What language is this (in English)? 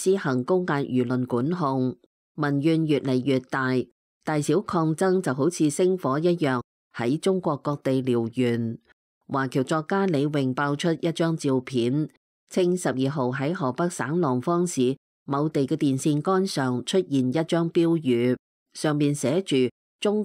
Cantonese